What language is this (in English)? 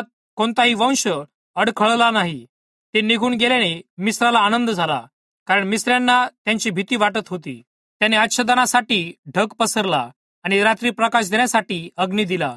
Marathi